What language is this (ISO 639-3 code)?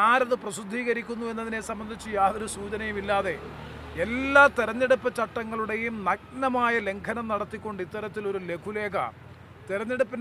mal